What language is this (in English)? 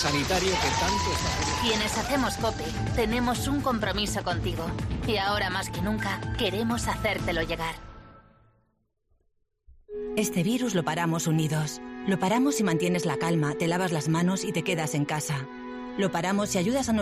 Spanish